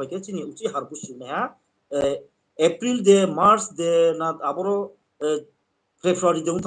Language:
Riang (India)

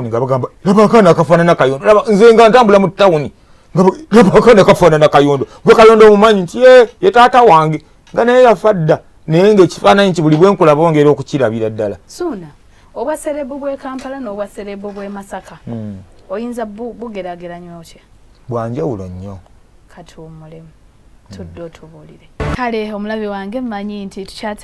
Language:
Ganda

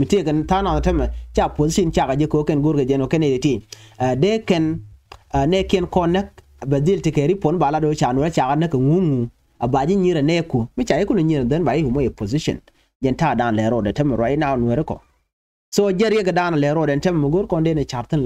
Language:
Nuer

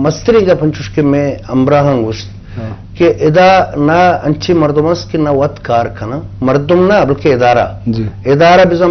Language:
Eastern Balochi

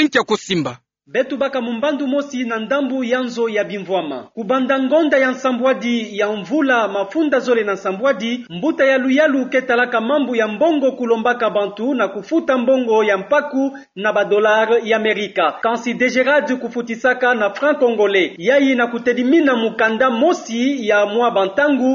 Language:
Kituba (Democratic Republic of Congo)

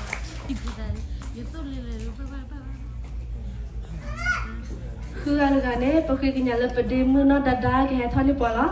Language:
S'gaw Karen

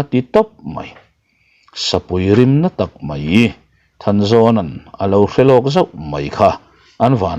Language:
Mizo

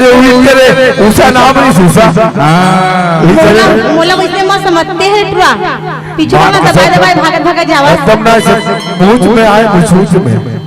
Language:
Chhattisgarhi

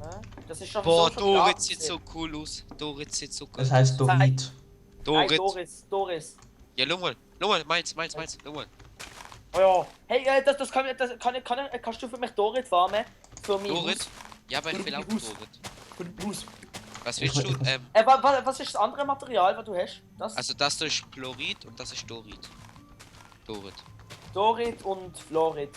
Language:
Swiss German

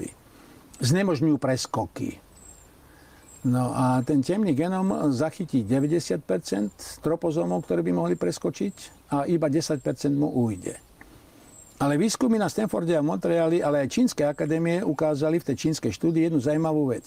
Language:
Slovak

